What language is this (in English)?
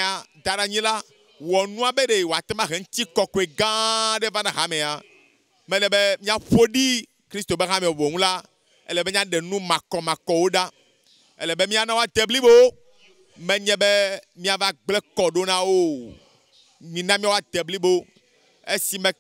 Ewe